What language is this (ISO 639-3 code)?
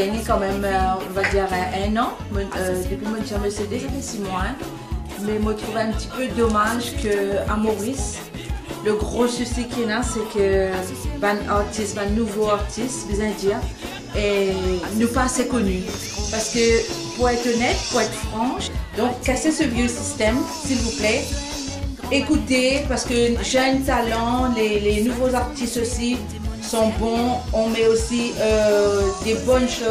mfe